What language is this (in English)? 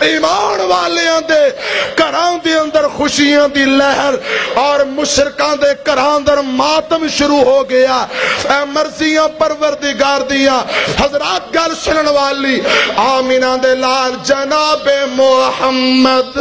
Western Panjabi